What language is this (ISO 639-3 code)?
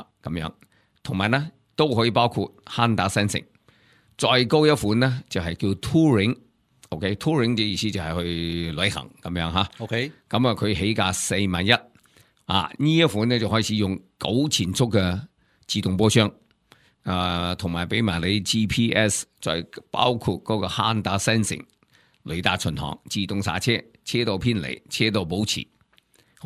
yue